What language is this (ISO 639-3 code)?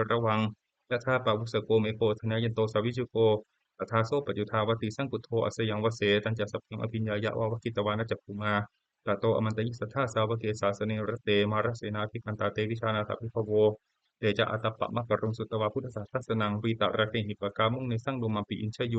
pli